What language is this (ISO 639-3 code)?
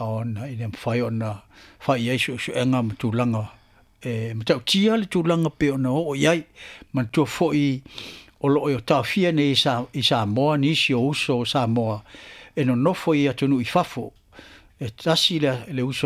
smo